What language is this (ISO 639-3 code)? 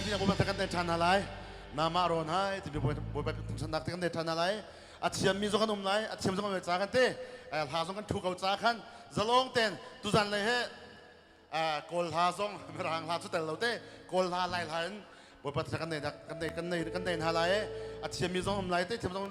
cnh